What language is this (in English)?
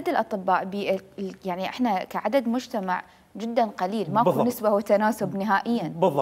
Mesopotamian Arabic